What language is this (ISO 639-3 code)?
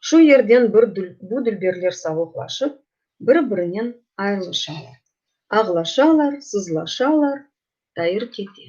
crh